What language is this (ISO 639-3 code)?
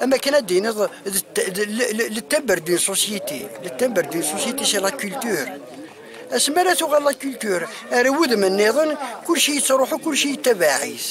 kab